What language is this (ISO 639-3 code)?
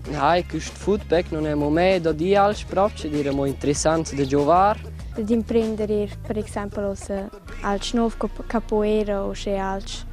roh